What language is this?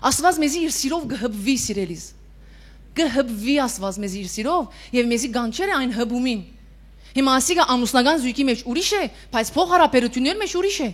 Western Armenian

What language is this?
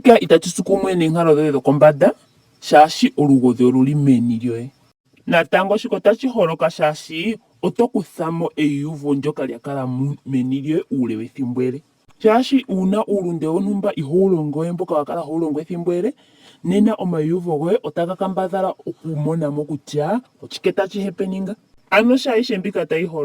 Ndonga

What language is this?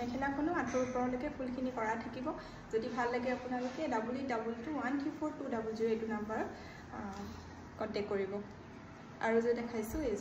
Assamese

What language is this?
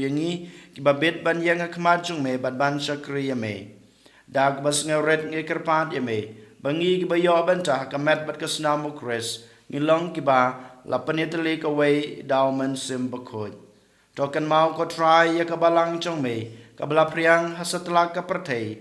Khasi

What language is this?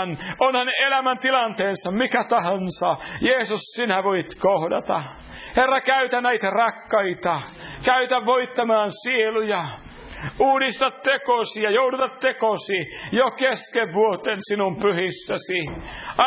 Finnish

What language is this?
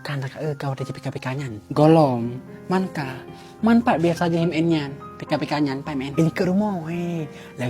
Achinese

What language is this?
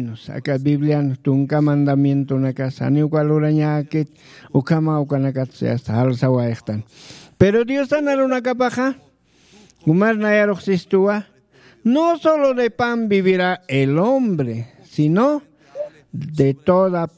Aymara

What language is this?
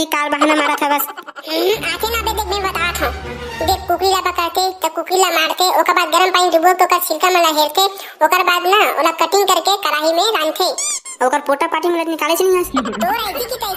Chhattisgarhi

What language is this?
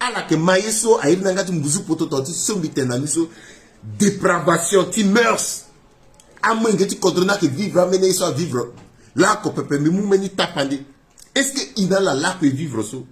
Sango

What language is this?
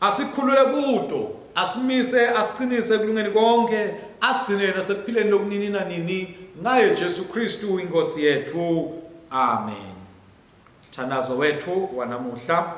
Swati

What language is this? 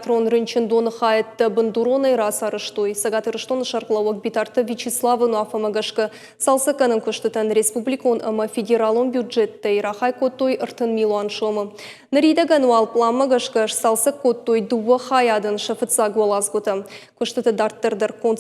Ossetic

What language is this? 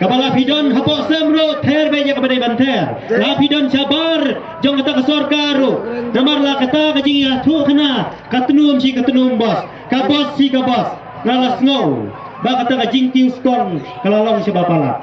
Khasi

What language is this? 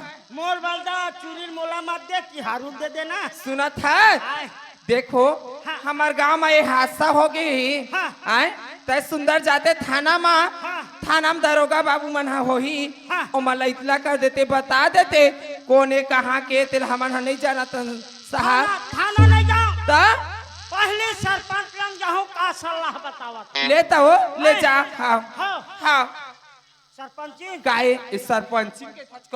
Chhattisgarhi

